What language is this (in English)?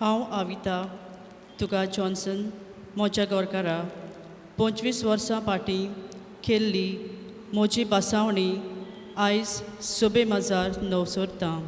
Konkani